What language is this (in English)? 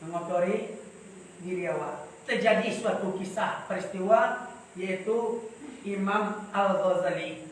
Minangkabau